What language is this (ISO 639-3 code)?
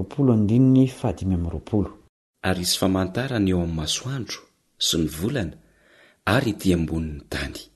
mlg